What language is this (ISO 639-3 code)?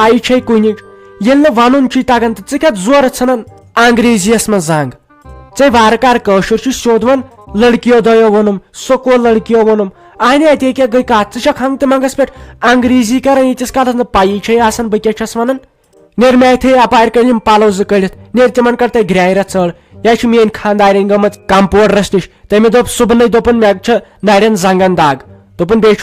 kas